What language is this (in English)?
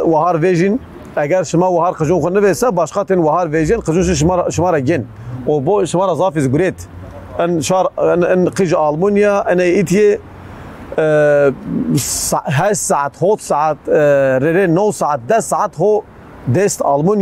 Zaza